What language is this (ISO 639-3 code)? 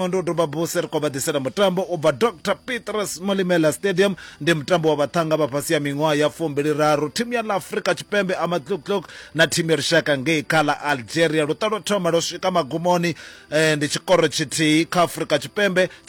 ven